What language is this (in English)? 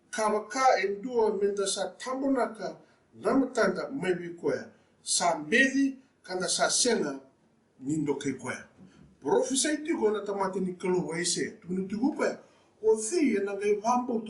Fijian